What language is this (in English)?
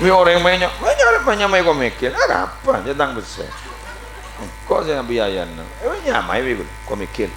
Madurese